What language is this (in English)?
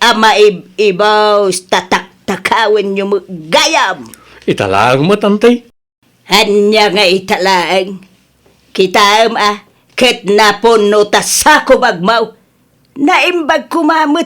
Iloko